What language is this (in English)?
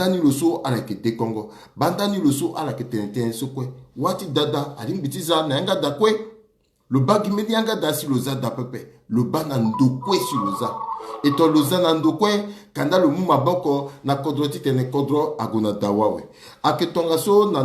Sango